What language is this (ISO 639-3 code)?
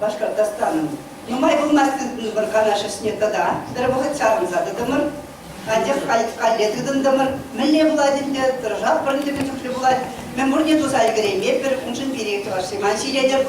chv